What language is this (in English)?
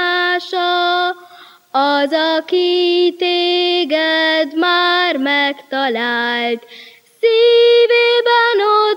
Hungarian